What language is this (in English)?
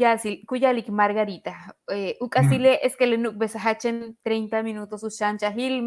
Yucateco